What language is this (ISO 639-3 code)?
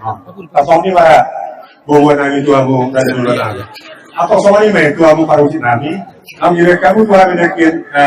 bbc